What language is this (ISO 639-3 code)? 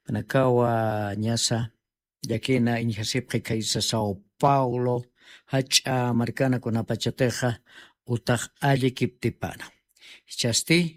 aym